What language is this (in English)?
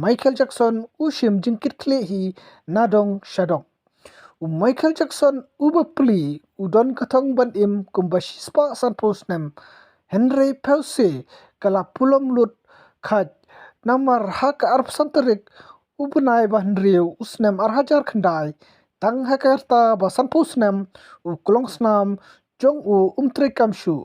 Khasi